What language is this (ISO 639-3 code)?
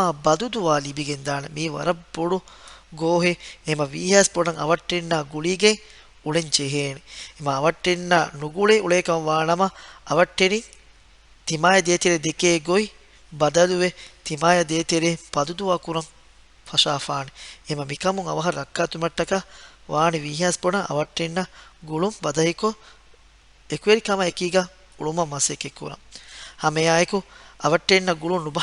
div